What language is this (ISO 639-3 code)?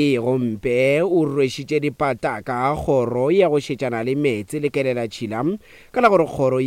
nso